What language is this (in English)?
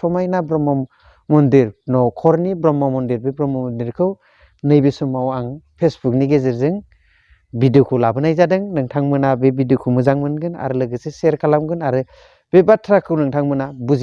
Bodo